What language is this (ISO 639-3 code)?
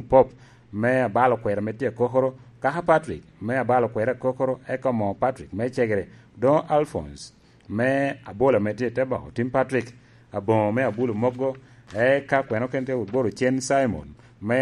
laj